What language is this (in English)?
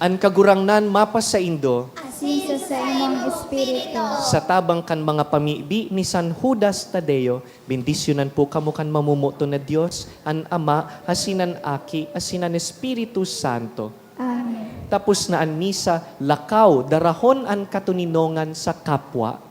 Bikol